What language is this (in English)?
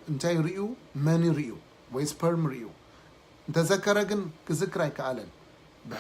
Tigrinya